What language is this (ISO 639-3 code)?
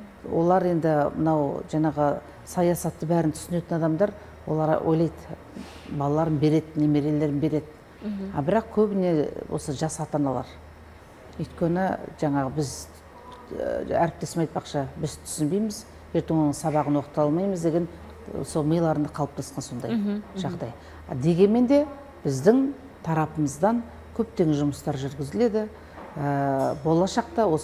kaz